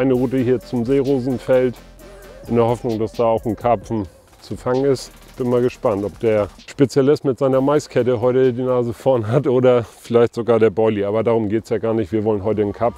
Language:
German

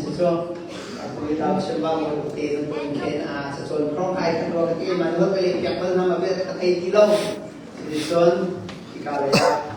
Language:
Hakha Chin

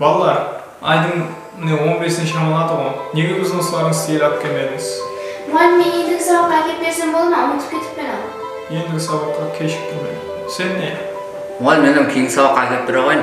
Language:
Kara-Kalpak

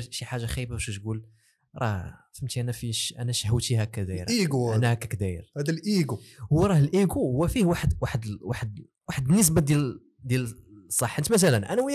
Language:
Moroccan Arabic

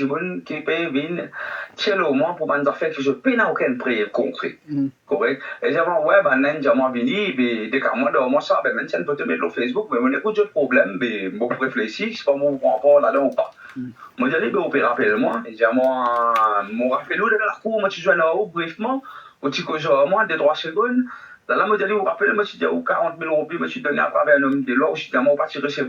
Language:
Morisyen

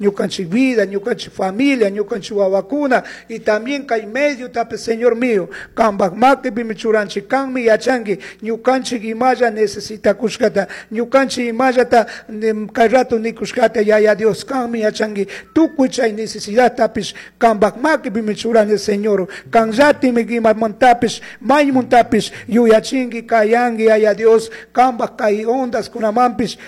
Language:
Chimborazo Highland Quichua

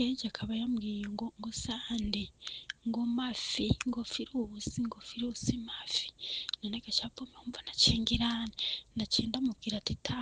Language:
Rundi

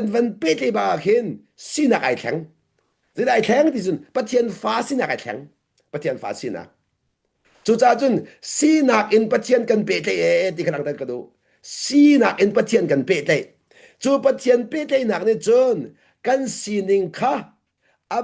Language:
Hakha Chin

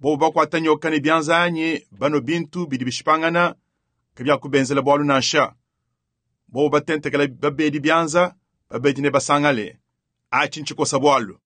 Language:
Luba-Lulua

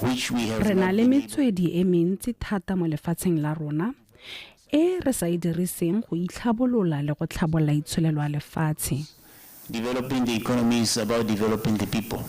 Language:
Tswana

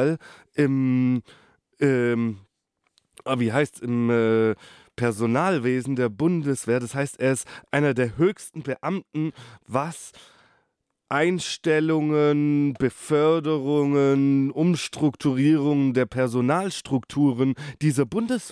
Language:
German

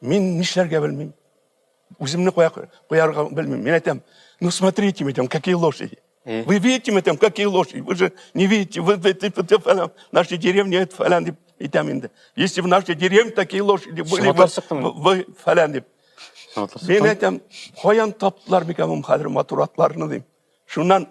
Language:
Tatar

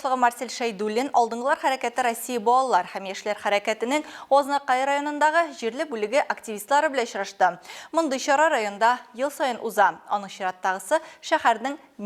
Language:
Tatar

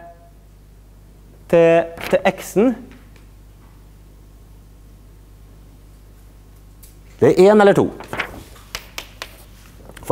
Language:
Norwegian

